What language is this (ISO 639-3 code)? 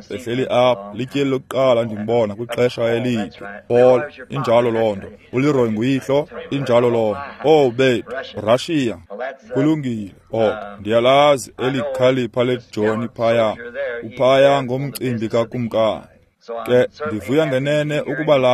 xho